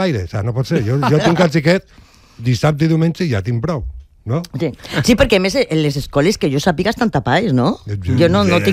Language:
Catalan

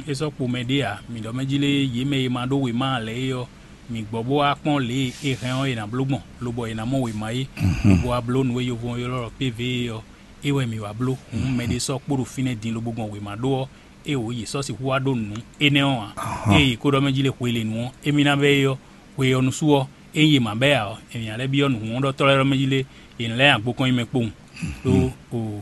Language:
Fon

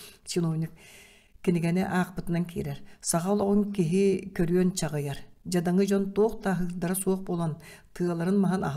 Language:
Yakut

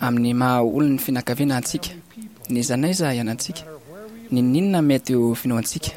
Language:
Malagasy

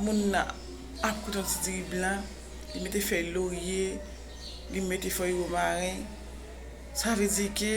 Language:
Haitian Creole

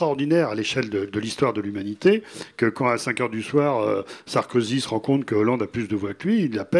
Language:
French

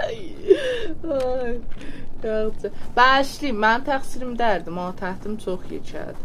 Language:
South Azerbaijani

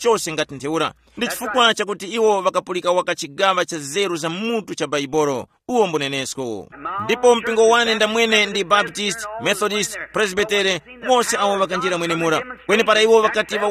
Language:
Tumbuka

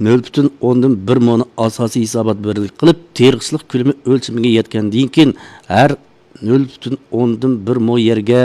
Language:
Uyghur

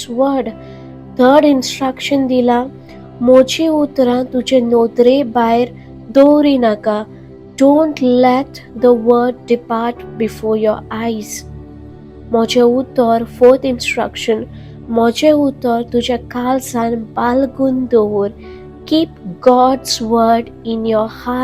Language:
Konkani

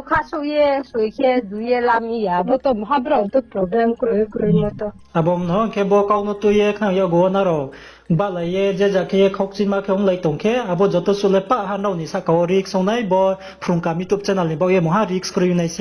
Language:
Riang (India)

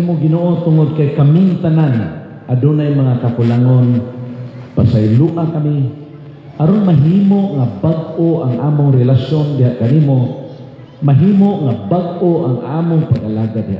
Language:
Cebuano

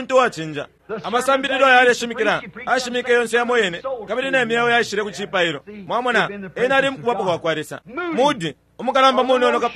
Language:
Bemba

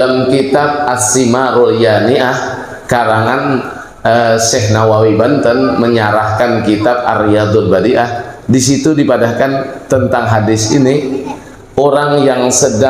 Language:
Banjar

